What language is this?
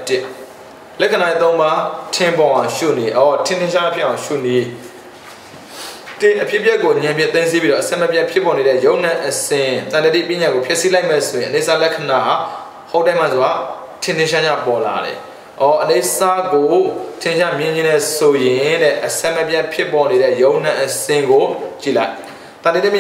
Burmese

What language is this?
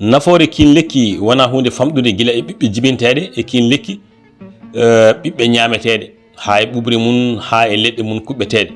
Fula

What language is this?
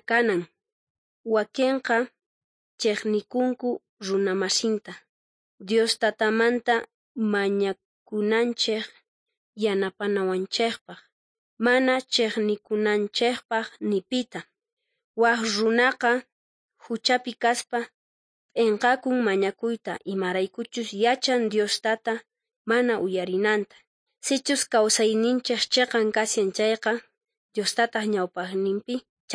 South Bolivian Quechua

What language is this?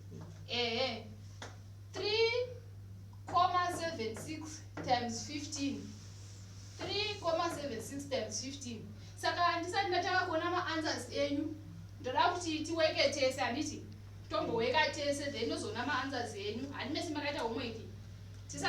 Shona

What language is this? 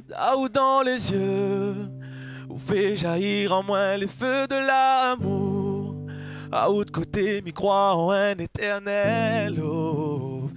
Réunion Creole French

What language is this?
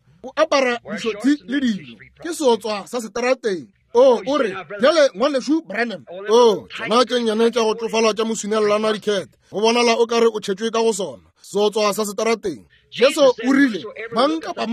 Northern Sotho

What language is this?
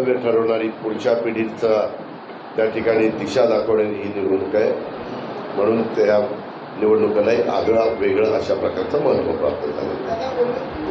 Marathi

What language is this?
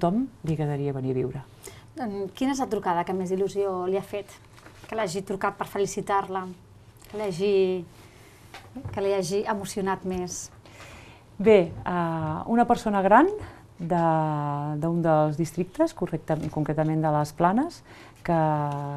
Catalan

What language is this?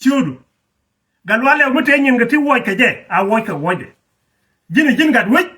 Nuer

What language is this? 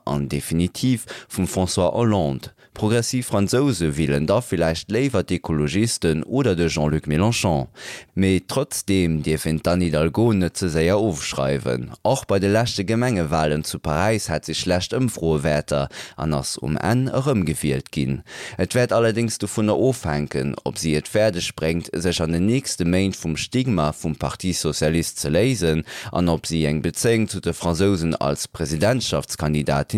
Luxembourgish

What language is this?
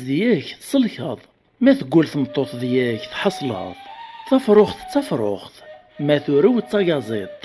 Kabyle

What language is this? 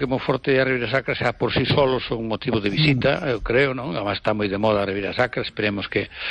Galician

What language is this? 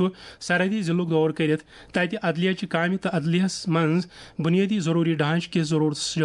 Kashmiri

